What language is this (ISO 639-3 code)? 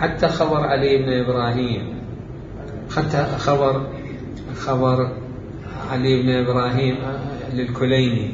acm